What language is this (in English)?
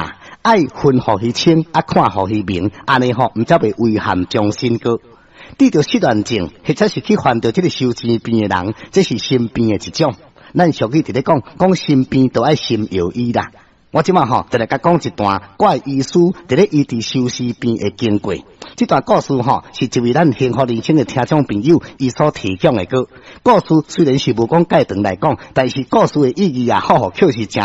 Min Nan Chinese